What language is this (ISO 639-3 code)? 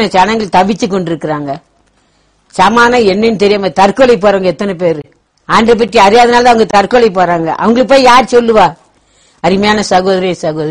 tam